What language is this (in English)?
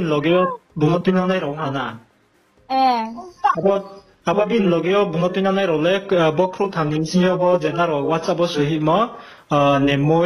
Riang (India)